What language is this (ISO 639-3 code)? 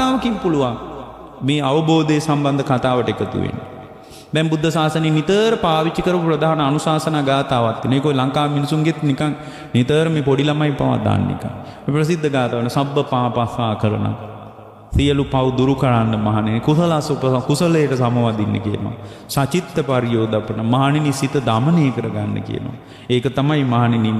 sin